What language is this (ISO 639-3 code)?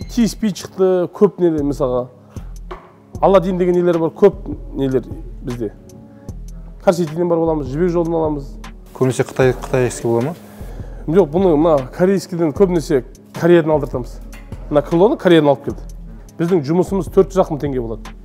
kaz